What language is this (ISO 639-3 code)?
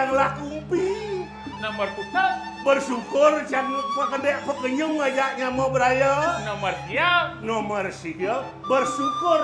ban